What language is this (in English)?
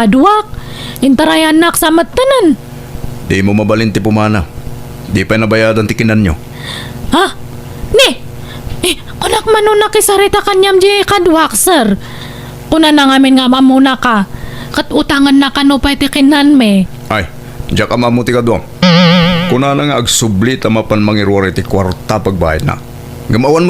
Iloko